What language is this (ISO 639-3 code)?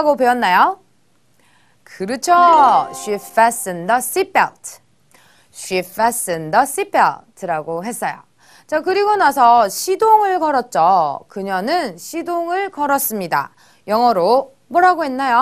kor